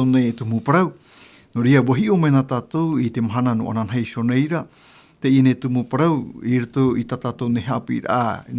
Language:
Tahitian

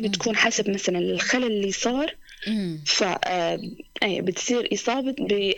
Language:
North Levantine Arabic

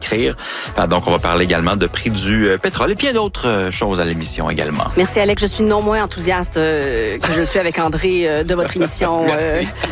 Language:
French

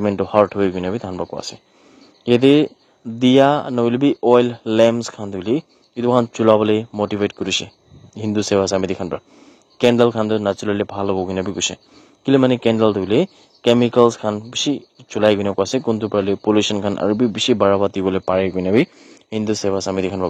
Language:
Naga Pidgin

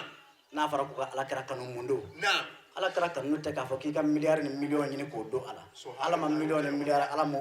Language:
Bambara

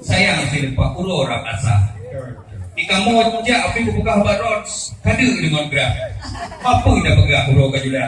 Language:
Achinese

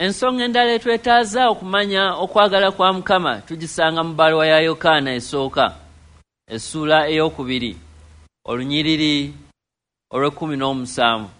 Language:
Ganda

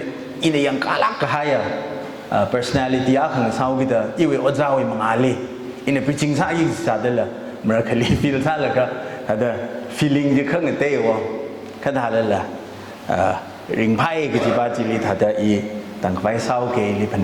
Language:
Tangkhul Naga (India)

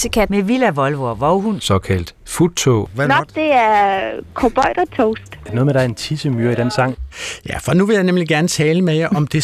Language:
Danish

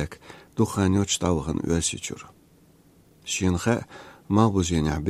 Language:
Chechen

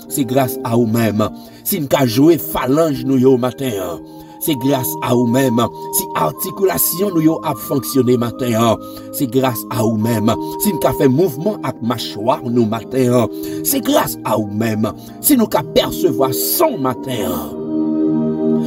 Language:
French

